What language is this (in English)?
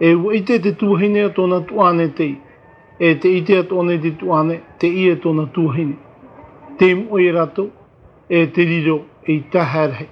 Tahitian